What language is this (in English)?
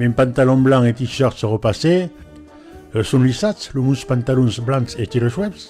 Occitan